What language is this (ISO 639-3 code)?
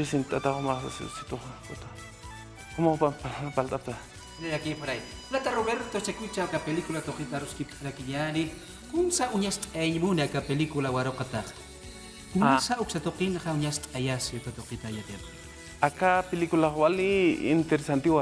aym